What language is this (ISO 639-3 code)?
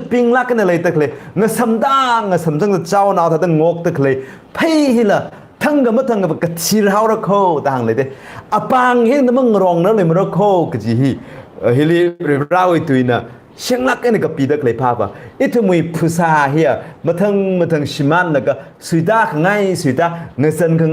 nmf